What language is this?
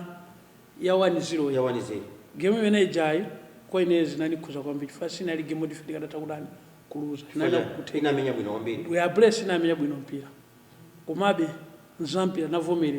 Nyanja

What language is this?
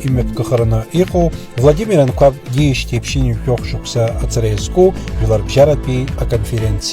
Abkhazian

